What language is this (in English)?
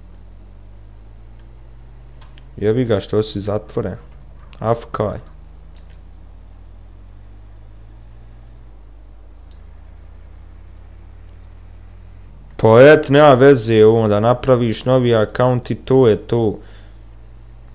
Bosnian